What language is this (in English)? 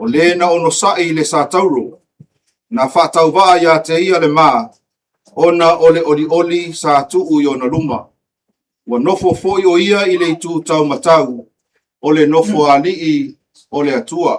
Samoan